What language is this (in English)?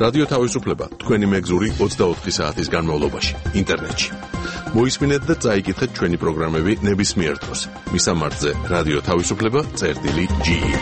Georgian